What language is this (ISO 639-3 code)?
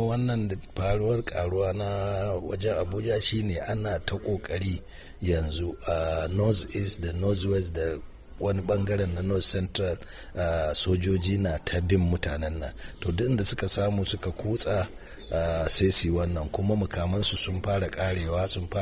hau